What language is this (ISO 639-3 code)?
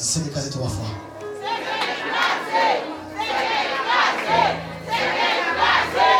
hat